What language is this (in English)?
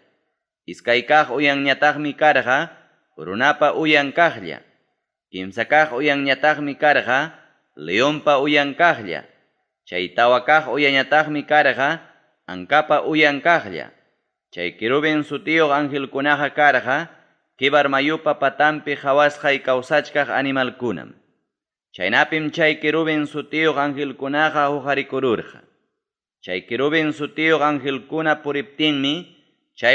Ayacucho Quechua